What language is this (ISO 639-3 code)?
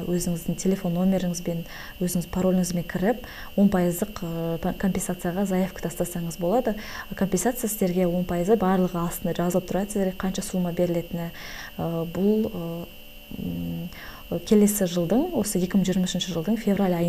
kaz